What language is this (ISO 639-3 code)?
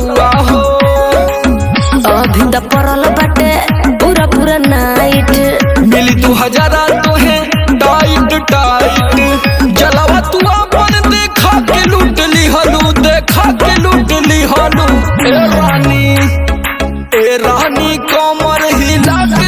bho